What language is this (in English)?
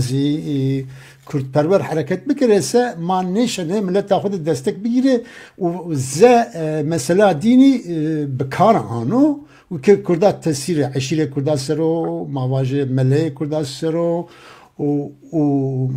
Zaza